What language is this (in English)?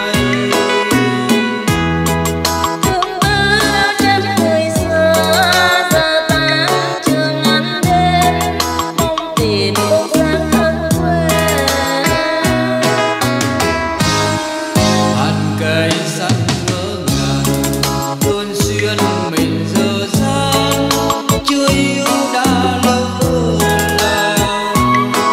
Vietnamese